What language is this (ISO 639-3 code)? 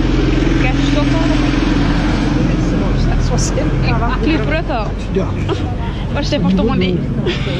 nld